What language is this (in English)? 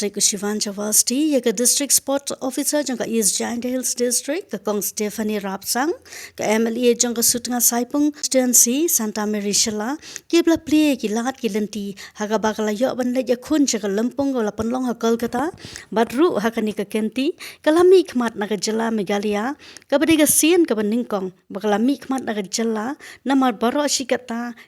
Khasi